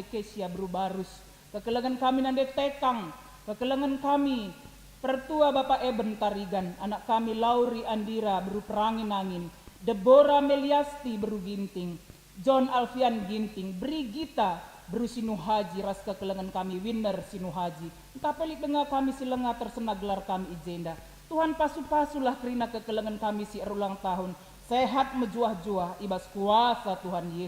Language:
Batak Karo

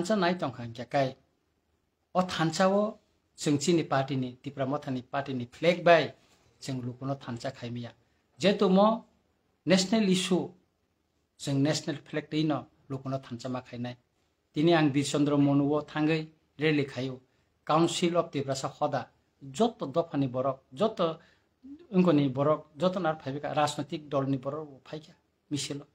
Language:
Kok Borok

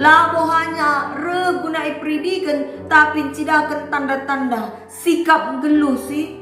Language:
Batak Karo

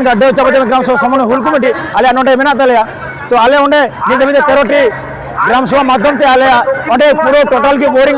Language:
Santali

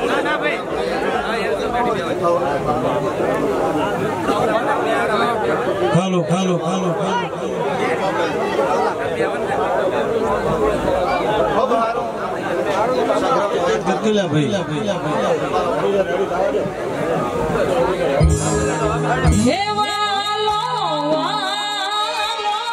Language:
Gujarati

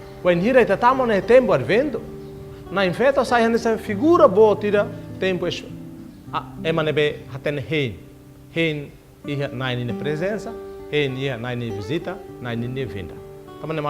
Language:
Tetum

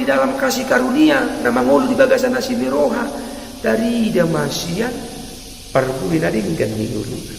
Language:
Batak Toba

